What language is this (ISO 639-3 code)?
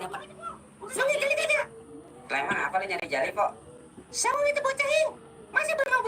bew